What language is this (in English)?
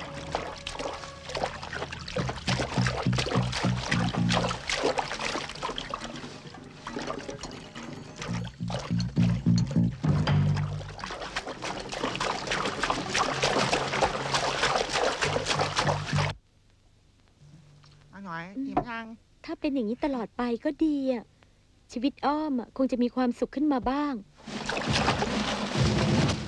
Thai